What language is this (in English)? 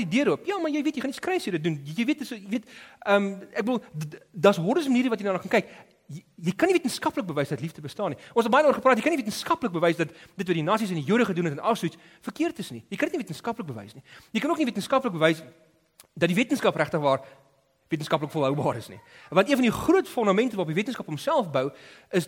Afrikaans